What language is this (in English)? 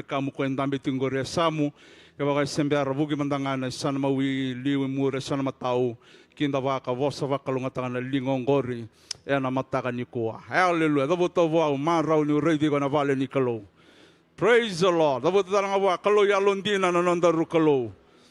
Fijian